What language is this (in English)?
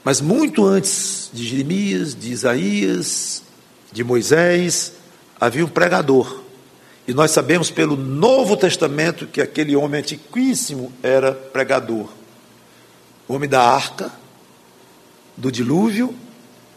Portuguese